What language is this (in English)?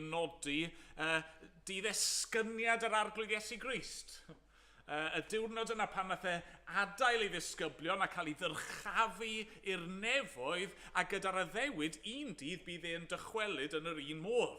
Welsh